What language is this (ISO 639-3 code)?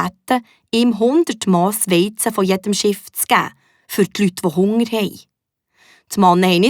gsw